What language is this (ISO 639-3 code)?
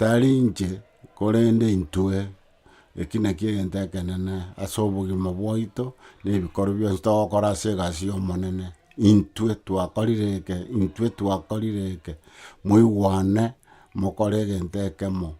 guz